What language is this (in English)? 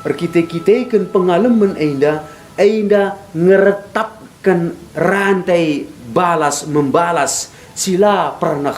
Batak Karo